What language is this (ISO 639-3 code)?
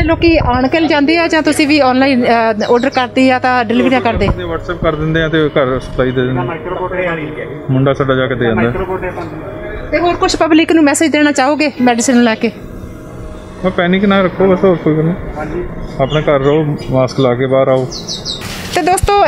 pan